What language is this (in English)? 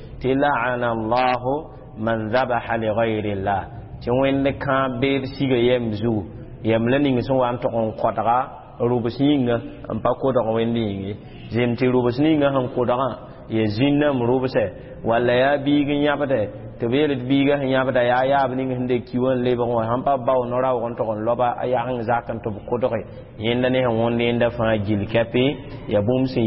Mossi